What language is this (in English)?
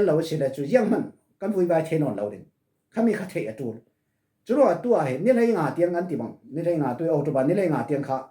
Falam Chin